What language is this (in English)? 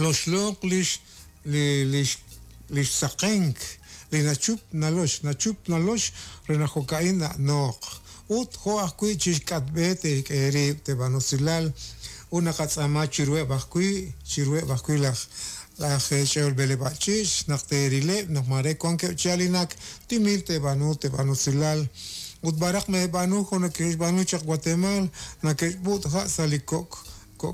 Kekchí